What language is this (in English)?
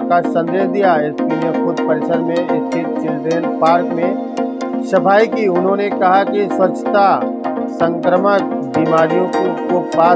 Hindi